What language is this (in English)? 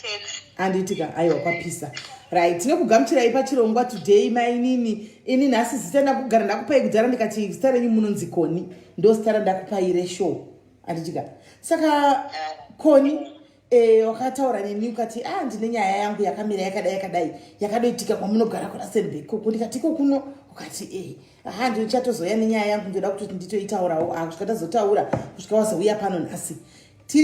Shona